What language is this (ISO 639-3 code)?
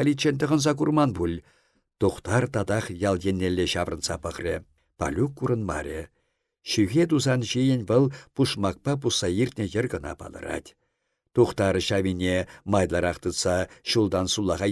chv